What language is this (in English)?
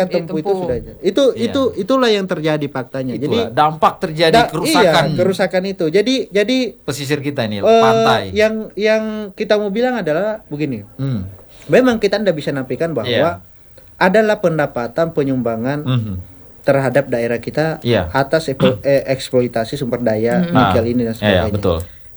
Indonesian